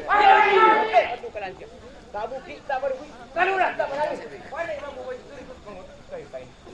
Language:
Minangkabau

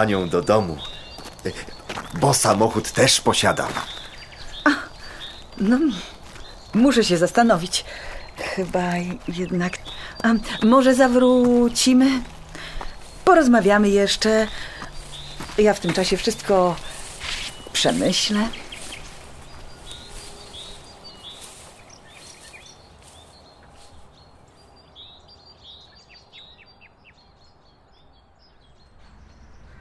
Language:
Polish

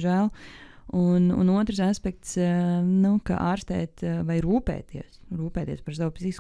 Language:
Latvian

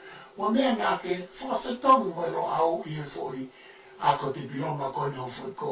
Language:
Tongan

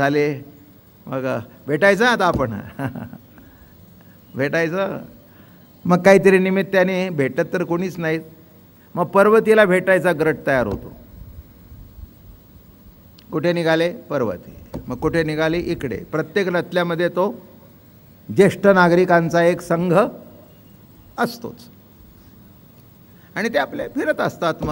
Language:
Marathi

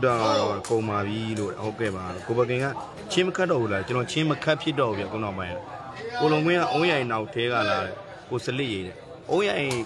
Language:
Burmese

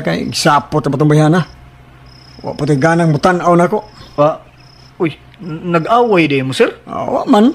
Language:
Cebuano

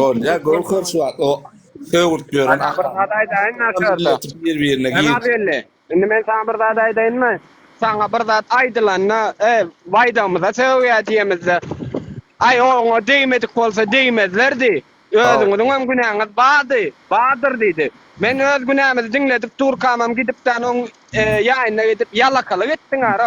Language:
Turkmen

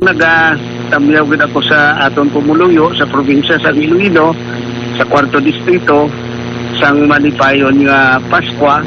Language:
Hiligaynon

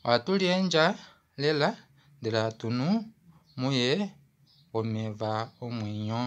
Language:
Kuanyama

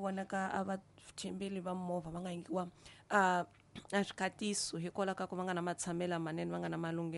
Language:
Tsonga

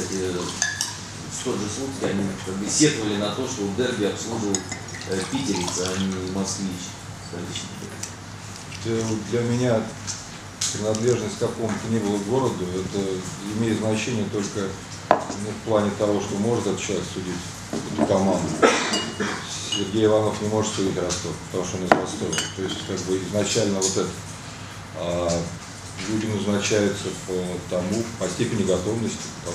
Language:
Russian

